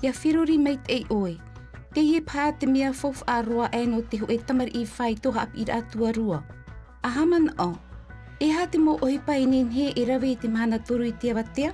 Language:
Tahitian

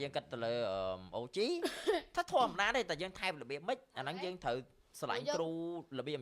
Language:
Khmer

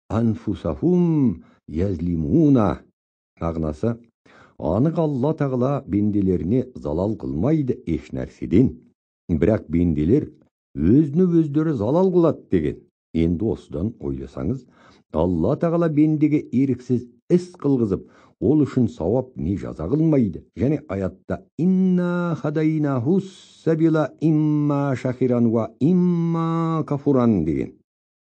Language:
Kazakh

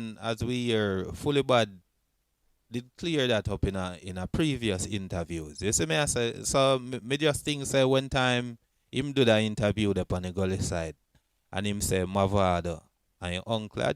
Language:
Jamaican Creole English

